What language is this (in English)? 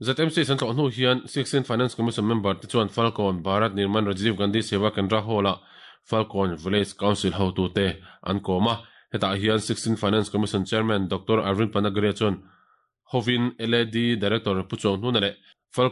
Mizo